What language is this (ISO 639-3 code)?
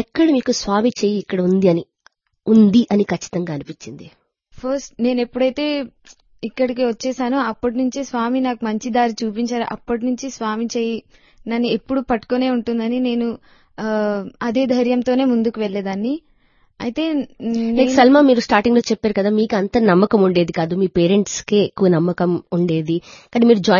tel